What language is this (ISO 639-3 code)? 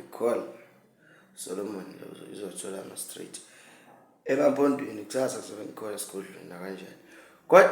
zul